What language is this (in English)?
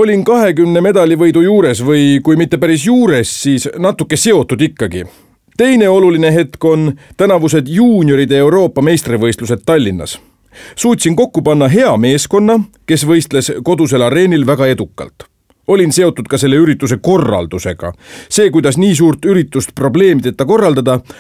Estonian